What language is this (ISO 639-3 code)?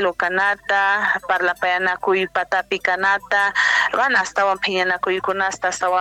que